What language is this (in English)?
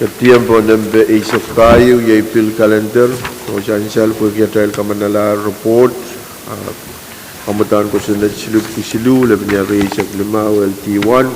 Pohnpeian